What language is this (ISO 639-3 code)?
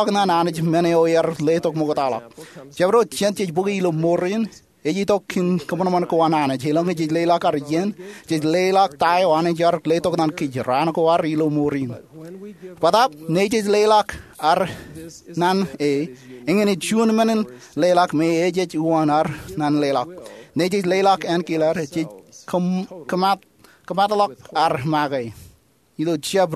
mah